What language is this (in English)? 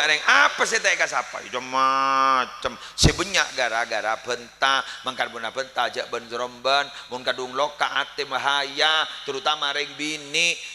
Madurese